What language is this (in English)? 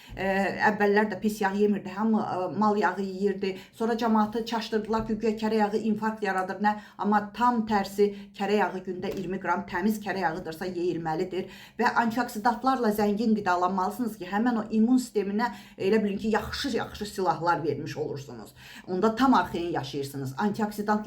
Azerbaijani